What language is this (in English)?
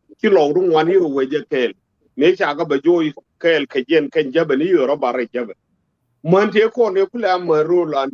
Nuer